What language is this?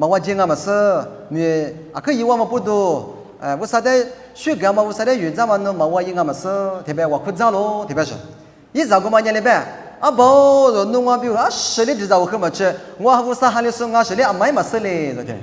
Lisu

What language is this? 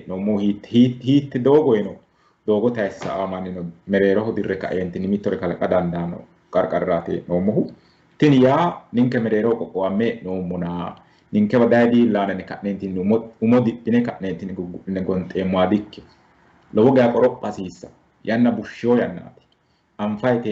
Sidamo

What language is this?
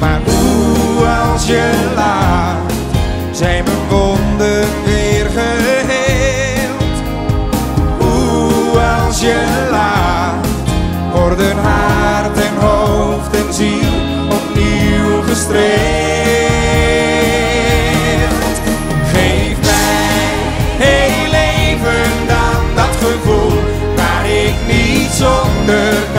Dutch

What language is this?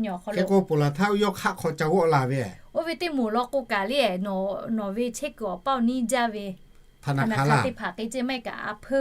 Lahu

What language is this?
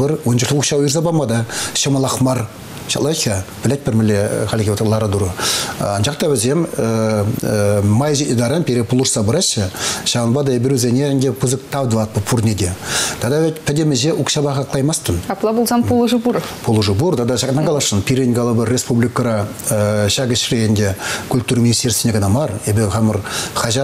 Chuvash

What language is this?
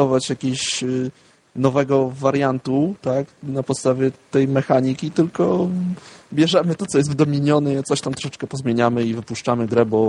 Polish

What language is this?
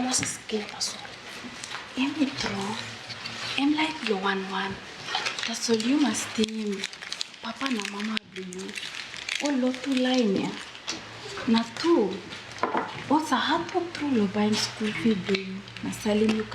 Tok Pisin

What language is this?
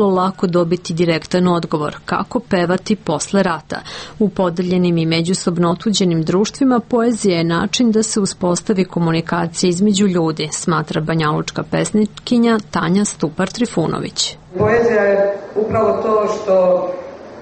Serbian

